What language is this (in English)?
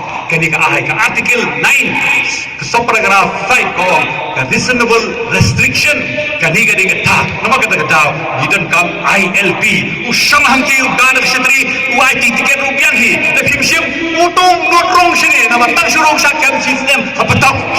Khasi